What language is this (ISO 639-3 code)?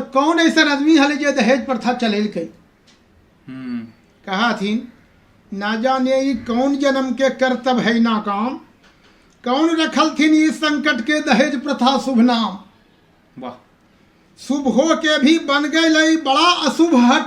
mag